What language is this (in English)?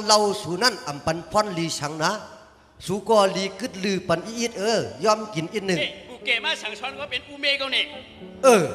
Shan